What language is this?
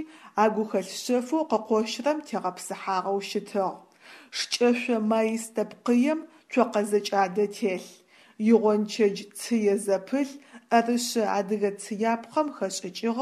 Adyghe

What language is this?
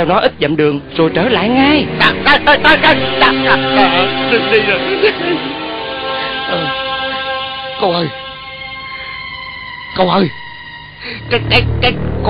Vietnamese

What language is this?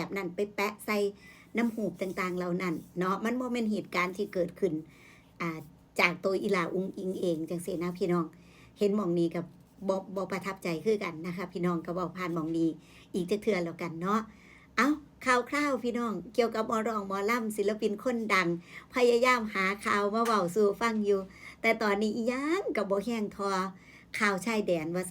Northeastern Thai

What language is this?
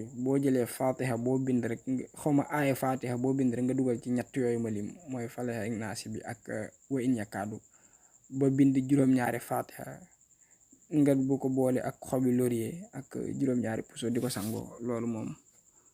Wolof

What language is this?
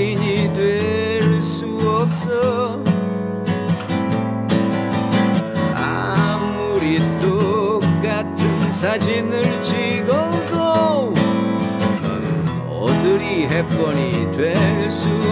Korean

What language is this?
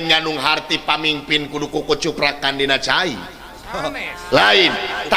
Sundanese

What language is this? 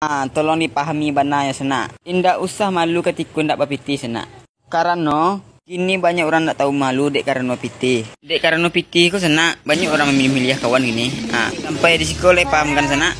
Minangkabau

